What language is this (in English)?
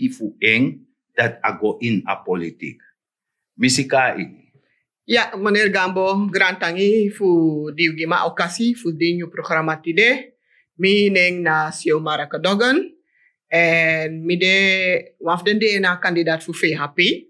Sranan Tongo